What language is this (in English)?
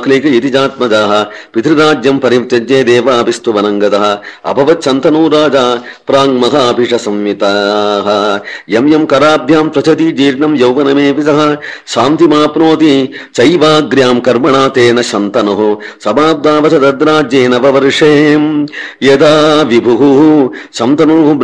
Sanskrit